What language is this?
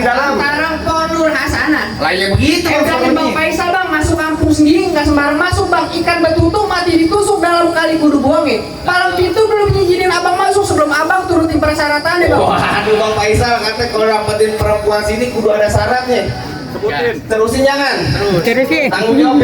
Betawi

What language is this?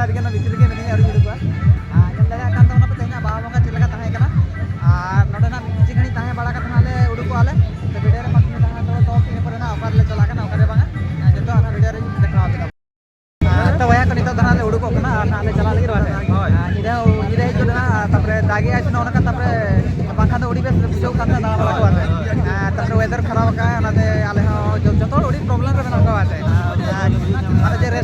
Santali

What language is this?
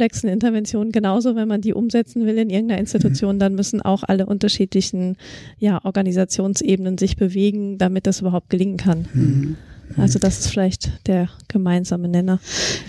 German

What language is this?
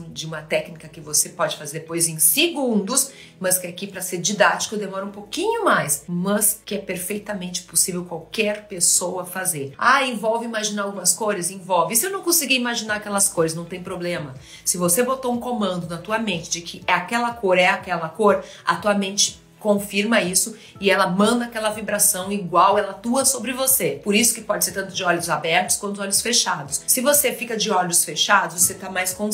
Portuguese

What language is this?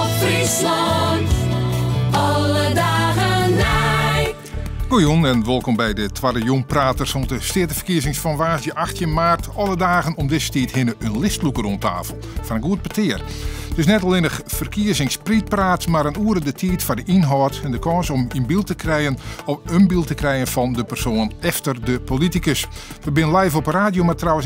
Western Frisian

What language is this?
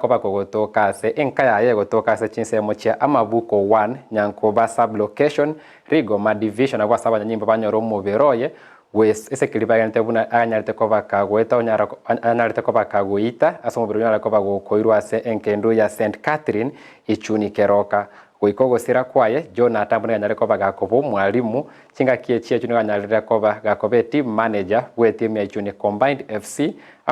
Gusii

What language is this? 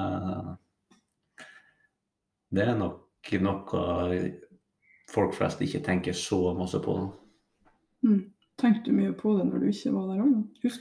Norwegian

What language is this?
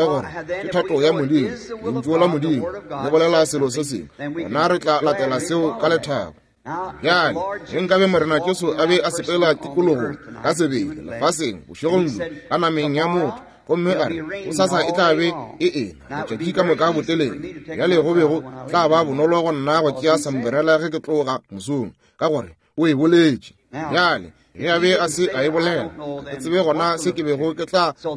Northern Sotho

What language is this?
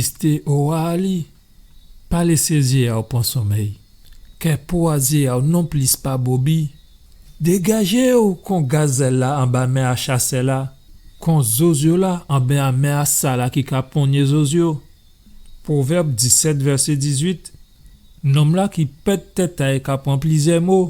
Guadeloupean Creole French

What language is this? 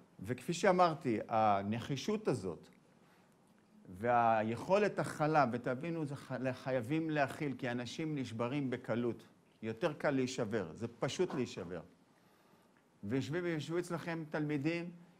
Hebrew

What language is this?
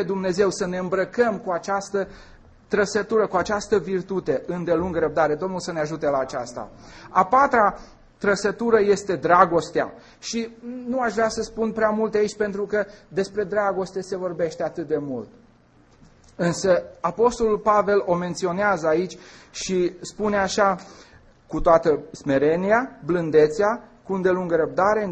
Romanian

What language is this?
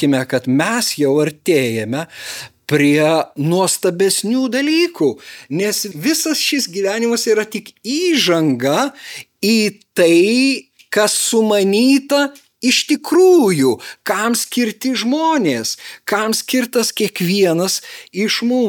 Lithuanian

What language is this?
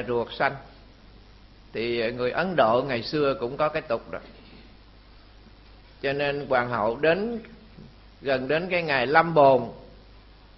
Vietnamese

